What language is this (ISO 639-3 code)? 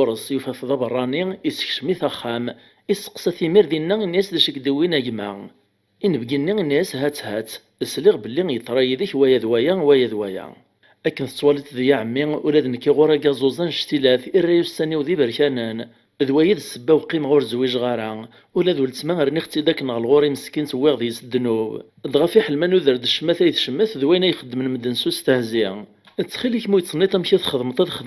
kab